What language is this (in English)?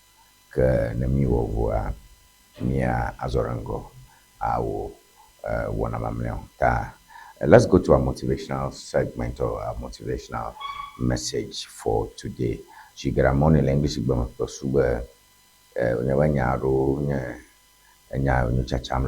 Ewe